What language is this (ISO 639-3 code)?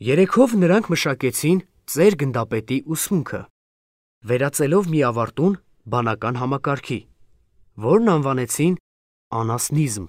hye